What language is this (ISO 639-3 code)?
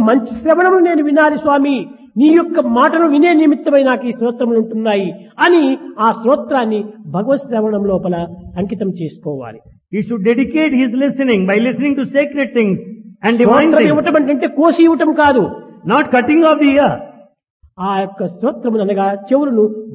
tel